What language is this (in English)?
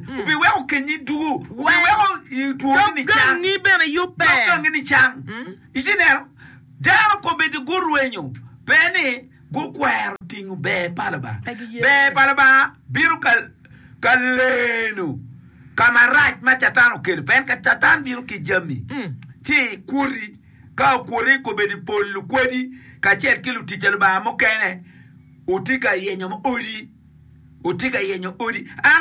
Acoli